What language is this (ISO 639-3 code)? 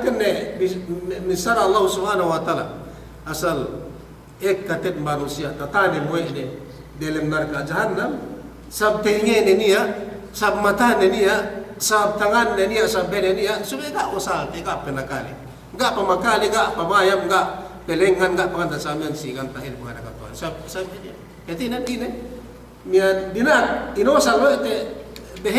yka